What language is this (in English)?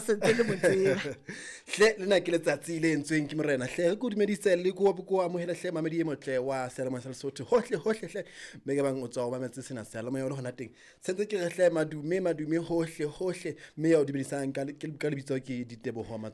Southern Sotho